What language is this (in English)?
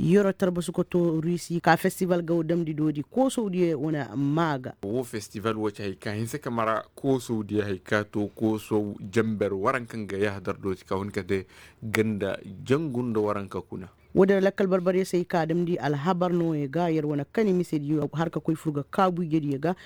Koyraboro Senni